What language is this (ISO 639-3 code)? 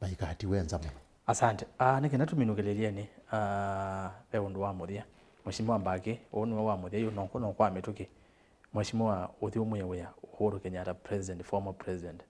kam